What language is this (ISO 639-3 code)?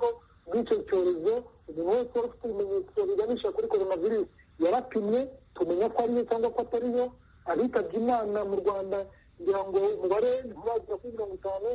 kin